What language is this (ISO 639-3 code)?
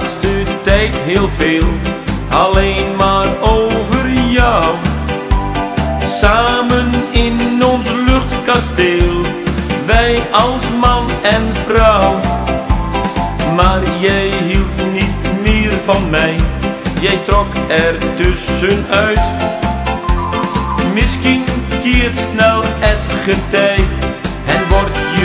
nld